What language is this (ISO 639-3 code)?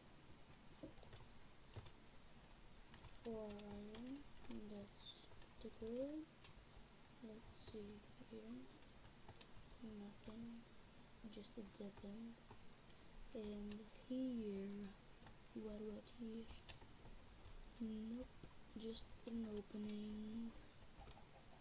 eng